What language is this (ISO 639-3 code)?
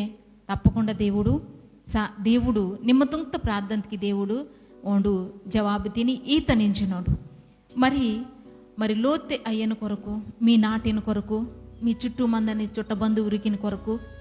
kff